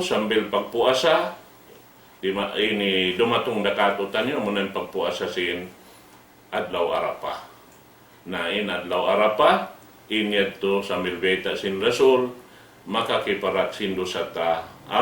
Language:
Tausug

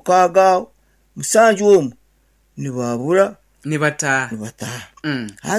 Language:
Nyankole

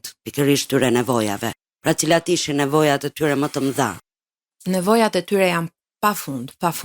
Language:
Albanian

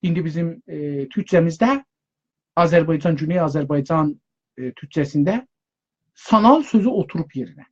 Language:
South Azerbaijani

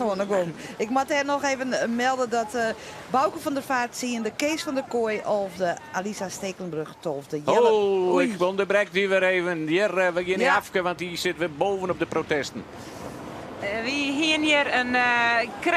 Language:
Western Frisian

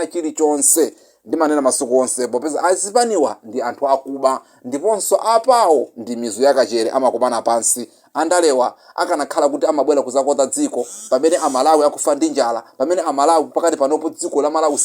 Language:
Nyanja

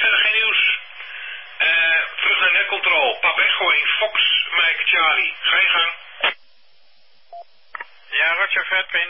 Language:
Dutch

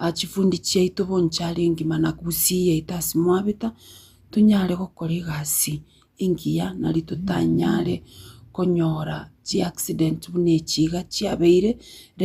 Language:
Gusii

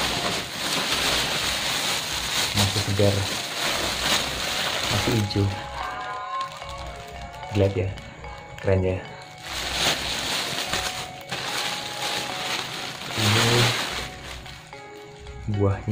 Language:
Indonesian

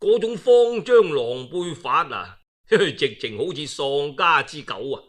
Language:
Cantonese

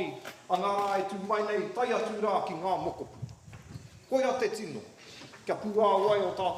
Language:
Māori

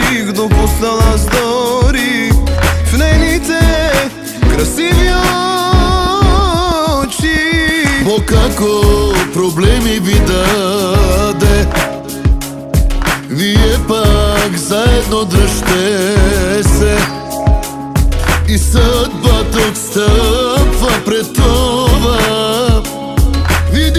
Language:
Bulgarian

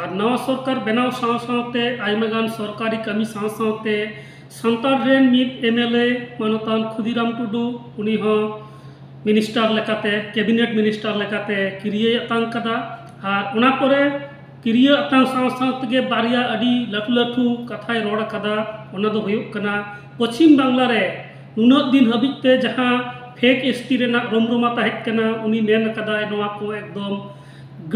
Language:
Santali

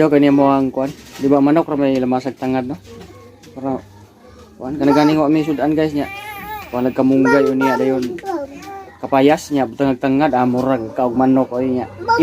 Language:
Cebuano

